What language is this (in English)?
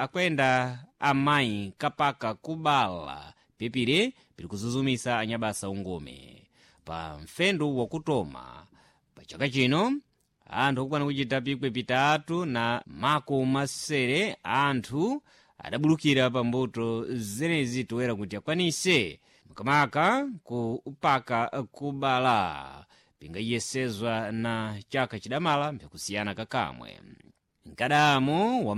Sena